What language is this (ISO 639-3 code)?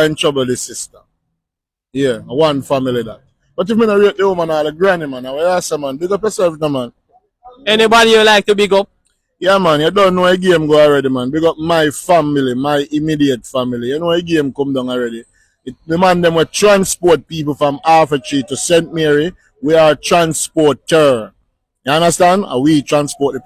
jam